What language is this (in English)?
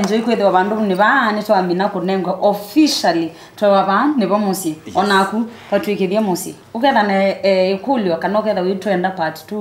Kamba